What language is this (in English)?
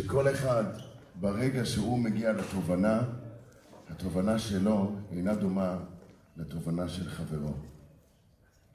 Hebrew